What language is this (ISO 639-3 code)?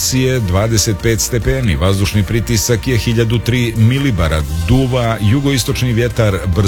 srp